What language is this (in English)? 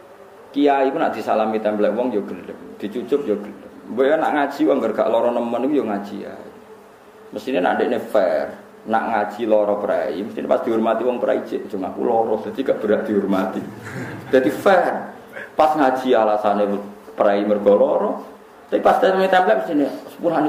Javanese